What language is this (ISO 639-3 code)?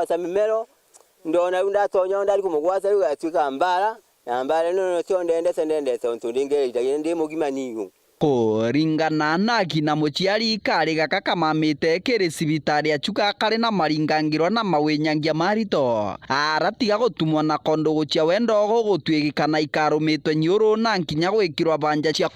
mer